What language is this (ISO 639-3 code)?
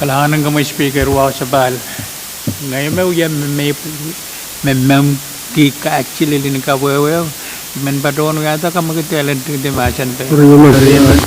pon